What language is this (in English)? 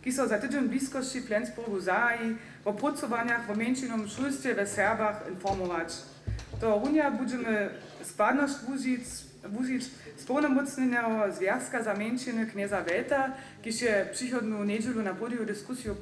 Upper Sorbian